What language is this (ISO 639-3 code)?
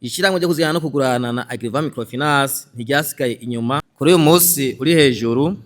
run